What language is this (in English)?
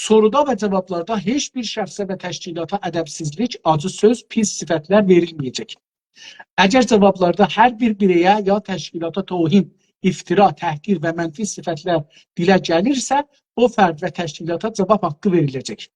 South Azerbaijani